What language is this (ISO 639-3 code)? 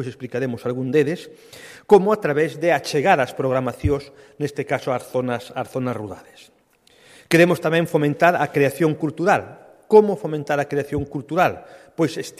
glg